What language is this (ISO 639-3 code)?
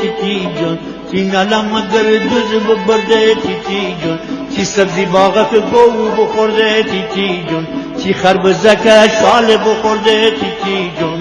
glk